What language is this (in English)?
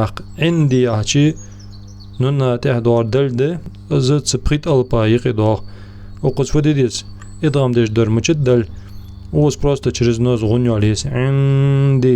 Ingush